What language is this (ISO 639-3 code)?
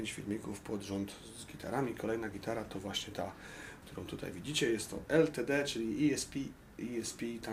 pol